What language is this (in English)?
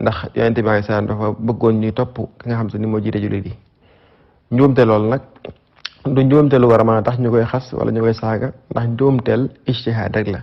Wolof